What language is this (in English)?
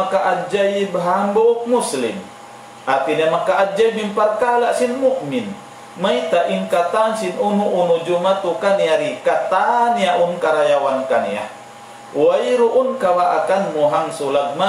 Tausug